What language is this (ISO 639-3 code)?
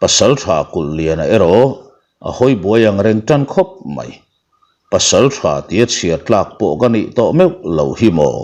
lus